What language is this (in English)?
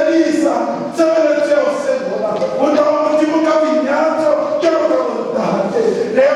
Southern Sotho